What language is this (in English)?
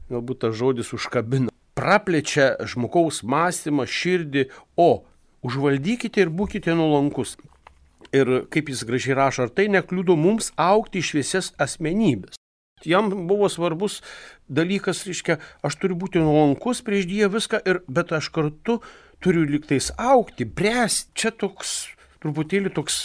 Lithuanian